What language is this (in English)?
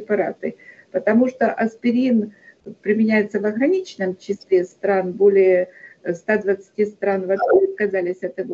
Russian